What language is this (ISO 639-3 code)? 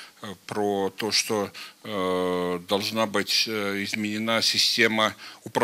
rus